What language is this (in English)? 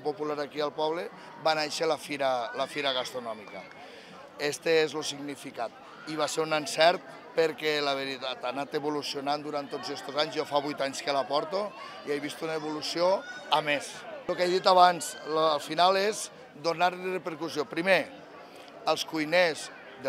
Catalan